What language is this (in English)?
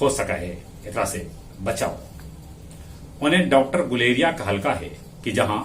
Magahi